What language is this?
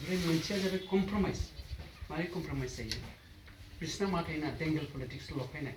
Bodo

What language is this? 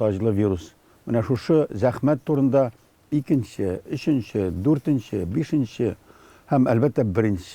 Tatar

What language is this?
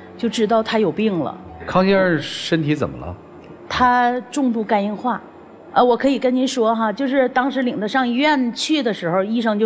Chinese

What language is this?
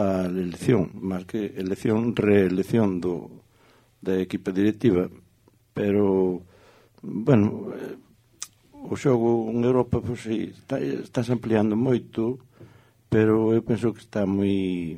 Galician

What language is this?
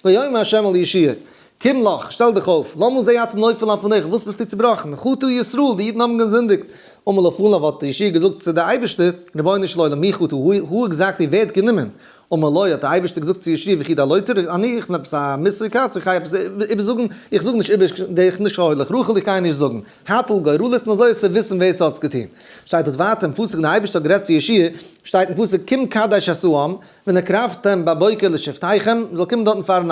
Yiddish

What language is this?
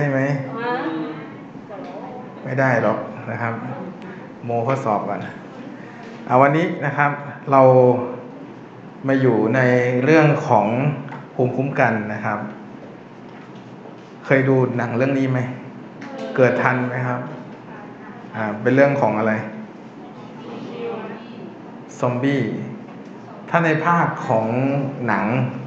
Thai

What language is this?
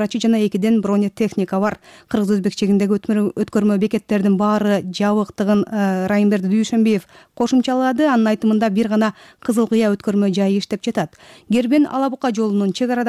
Kyrgyz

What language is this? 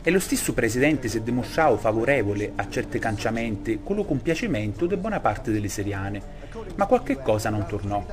Sicilian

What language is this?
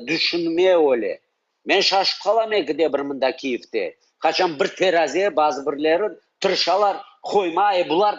Crimean Tatar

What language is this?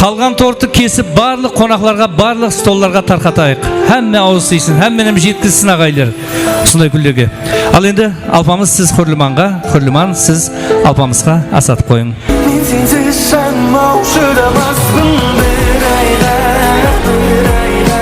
Kara-Kalpak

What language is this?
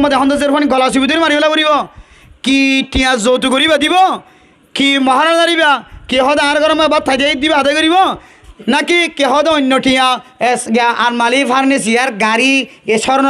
Rohingya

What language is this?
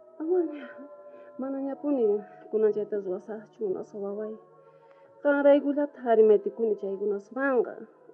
South Bolivian Quechua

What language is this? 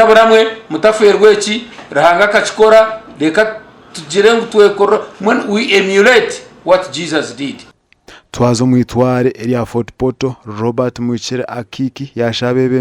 Nyankole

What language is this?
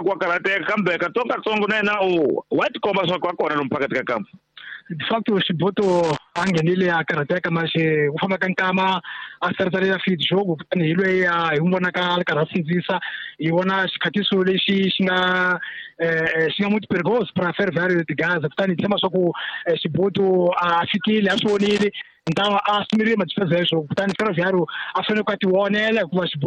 Tsonga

